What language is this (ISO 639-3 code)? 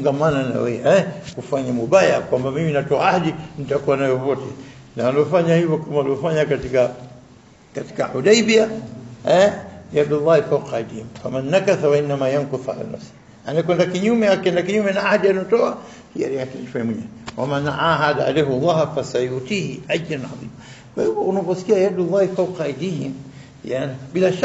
swa